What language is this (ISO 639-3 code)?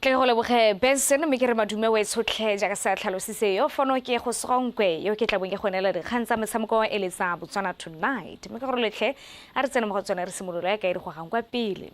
tsn